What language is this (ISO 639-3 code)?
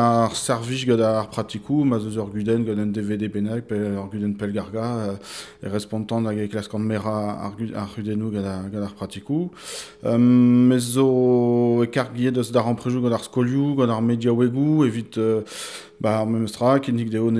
bre